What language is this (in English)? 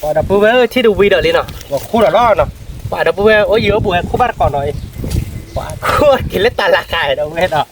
S'gaw Karen